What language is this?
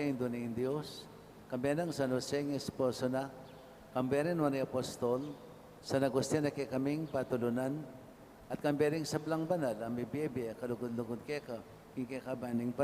Pampanga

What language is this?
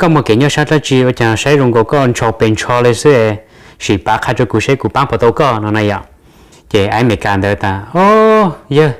Hmong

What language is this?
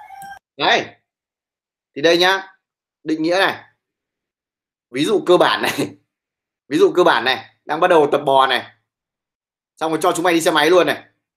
Vietnamese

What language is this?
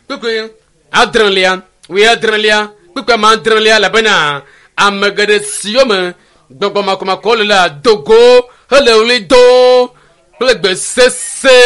Ewe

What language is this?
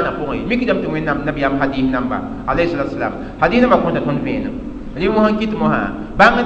Mossi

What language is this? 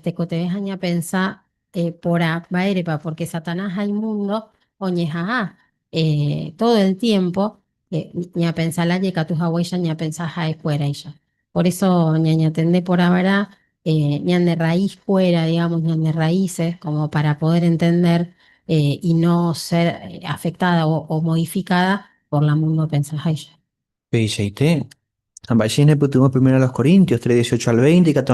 Guarani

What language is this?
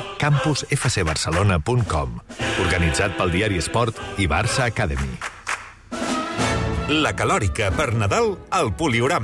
Catalan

